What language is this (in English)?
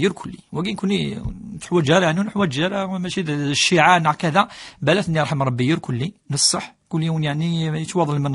Kabyle